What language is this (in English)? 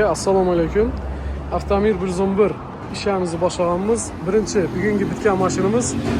Uzbek